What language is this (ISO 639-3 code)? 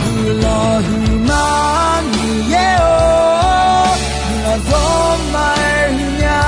ahk